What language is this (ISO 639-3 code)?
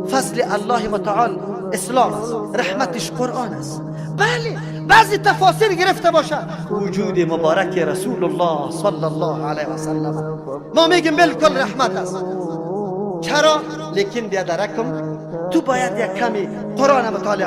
fas